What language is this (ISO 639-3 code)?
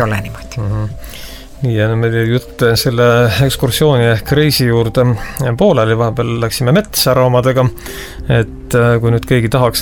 est